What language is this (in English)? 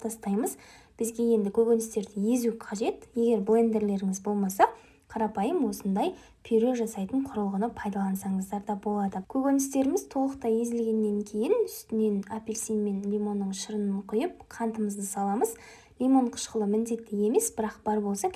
Kazakh